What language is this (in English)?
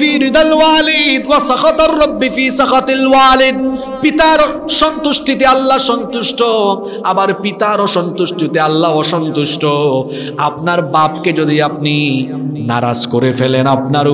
Bangla